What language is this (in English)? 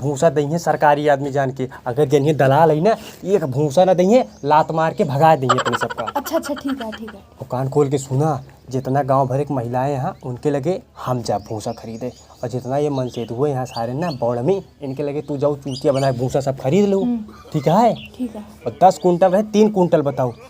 Awadhi